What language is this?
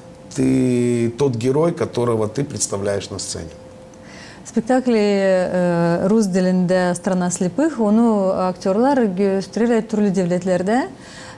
Gagauz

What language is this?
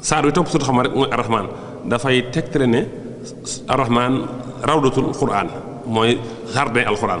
Wolof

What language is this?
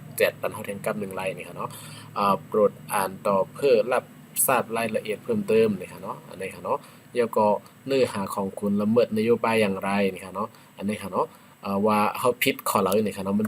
Shan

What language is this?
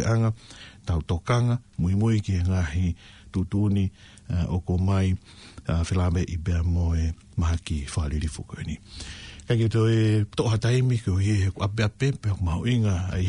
Tongan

